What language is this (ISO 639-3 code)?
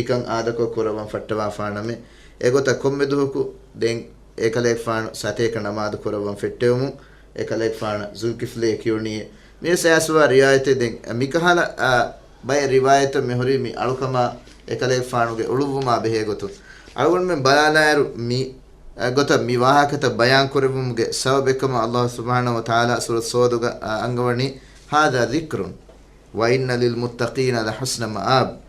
div